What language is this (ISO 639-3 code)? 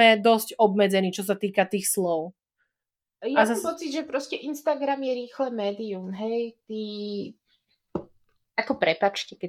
slk